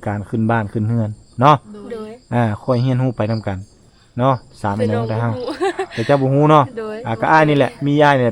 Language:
Lao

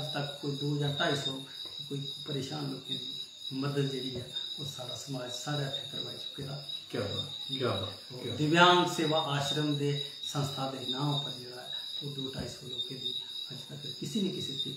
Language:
Dogri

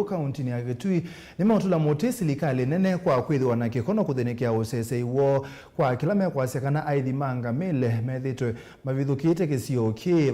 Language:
Kamba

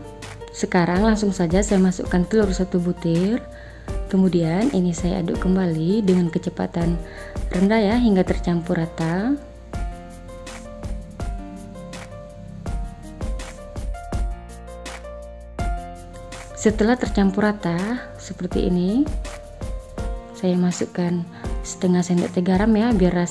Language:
Indonesian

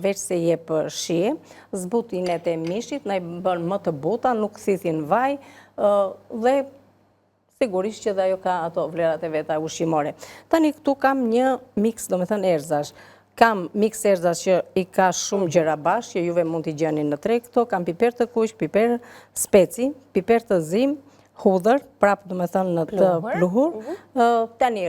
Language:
Albanian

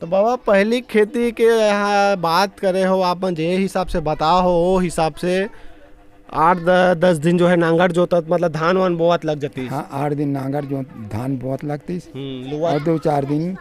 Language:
Chhattisgarhi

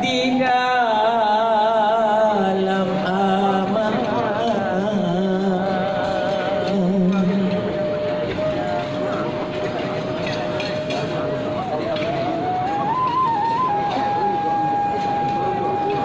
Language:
Malay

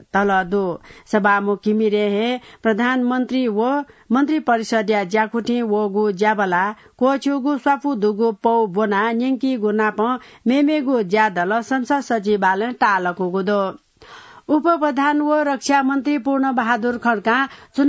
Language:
Newari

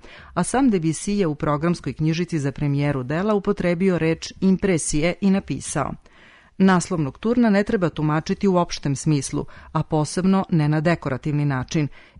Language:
Serbian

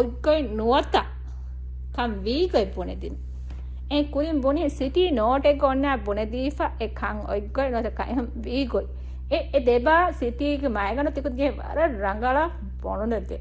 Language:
Divehi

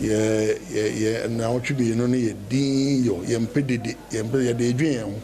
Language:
Akan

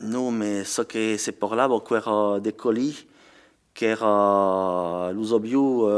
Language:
Occitan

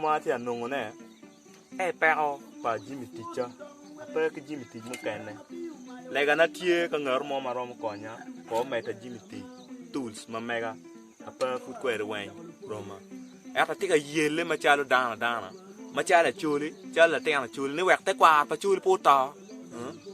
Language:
Acoli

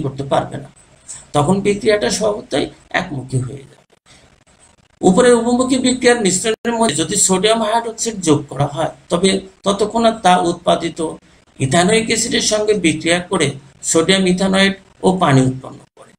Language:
Bangla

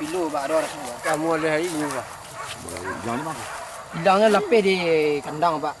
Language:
Minangkabau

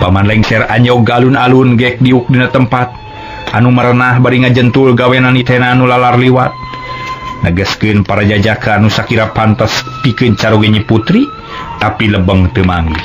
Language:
Sundanese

